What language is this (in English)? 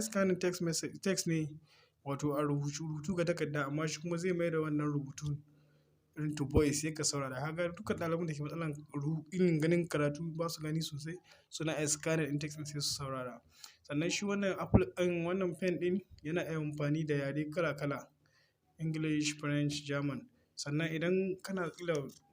Hausa